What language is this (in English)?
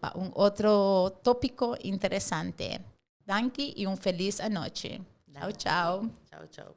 Papiamento